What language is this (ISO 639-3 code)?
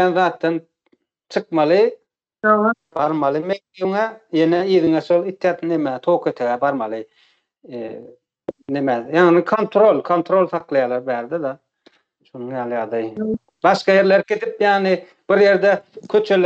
tuk